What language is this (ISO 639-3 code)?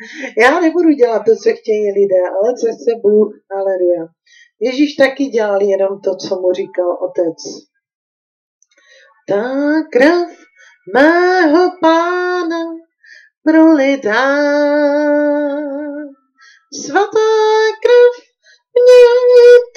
ces